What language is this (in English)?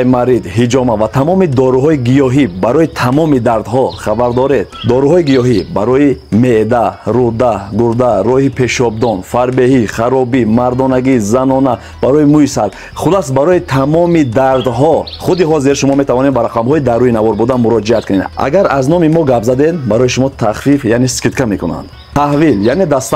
Tajik